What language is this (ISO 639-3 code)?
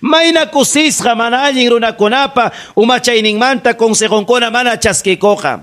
quy